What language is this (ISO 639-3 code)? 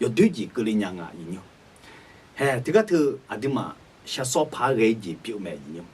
ahk